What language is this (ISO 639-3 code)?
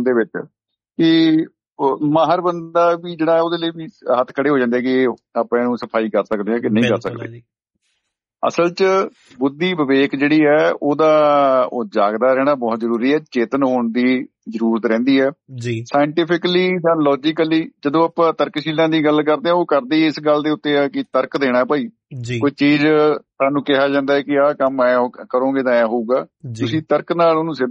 pan